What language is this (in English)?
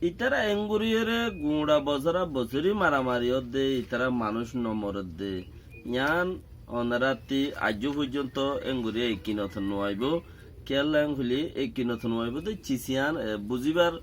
Rohingya